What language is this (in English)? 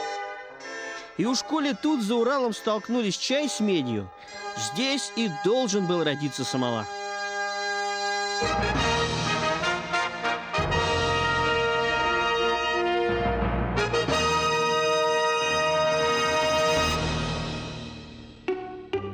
Russian